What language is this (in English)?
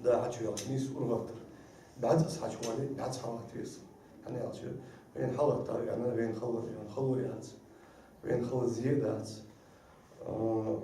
Ingush